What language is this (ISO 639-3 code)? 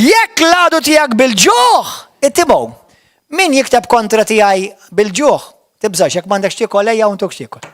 mlt